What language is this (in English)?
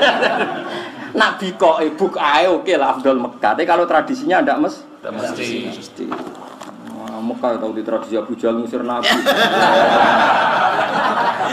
Indonesian